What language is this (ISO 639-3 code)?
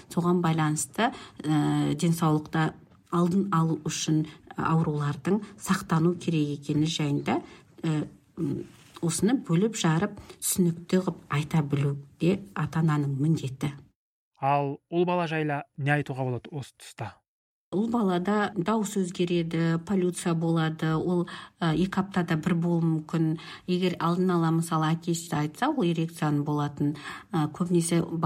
kaz